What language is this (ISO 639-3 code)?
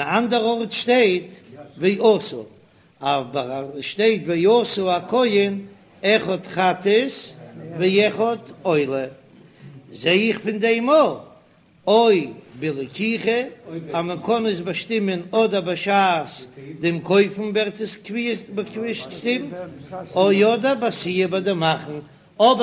yid